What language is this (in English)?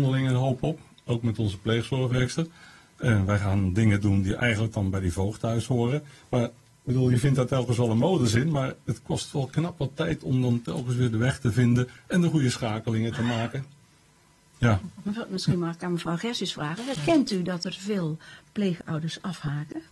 Dutch